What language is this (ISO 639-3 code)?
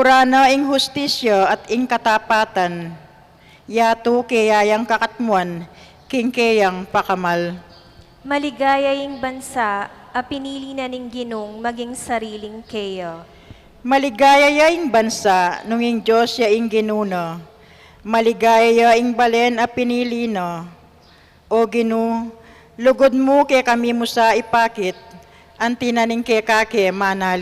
pam